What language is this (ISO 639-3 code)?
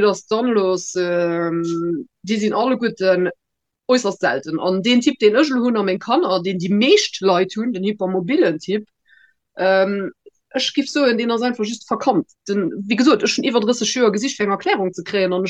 ltz